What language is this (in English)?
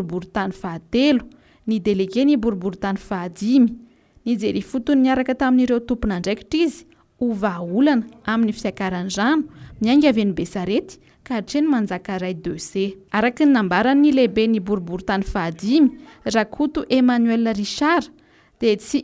Malagasy